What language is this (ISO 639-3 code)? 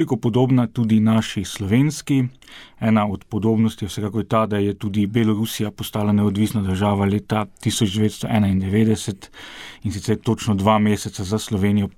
slv